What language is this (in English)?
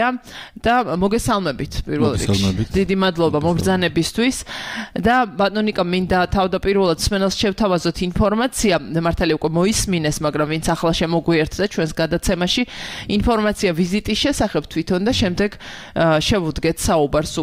Georgian